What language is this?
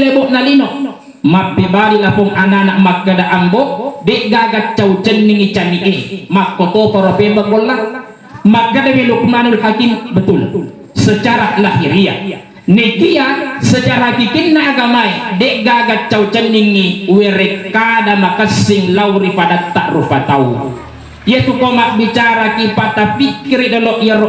Buginese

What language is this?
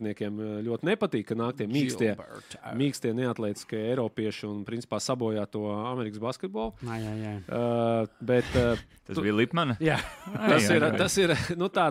Latvian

